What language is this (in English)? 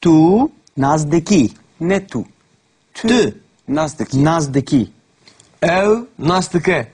Kurdish